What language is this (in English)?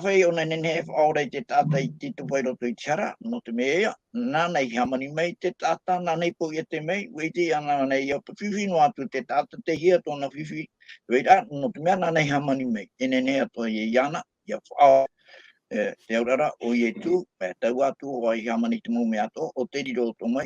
Tahitian